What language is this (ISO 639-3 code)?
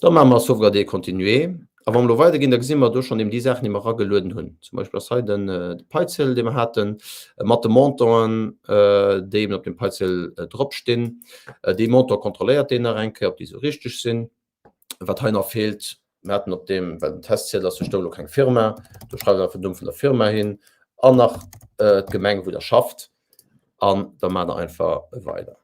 ltz